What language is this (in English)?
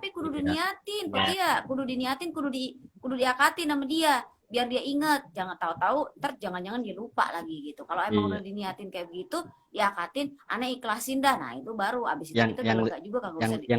Betawi